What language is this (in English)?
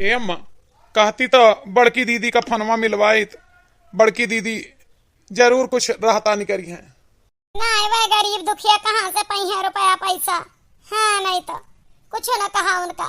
Awadhi